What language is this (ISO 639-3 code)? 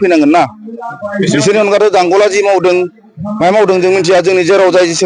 brx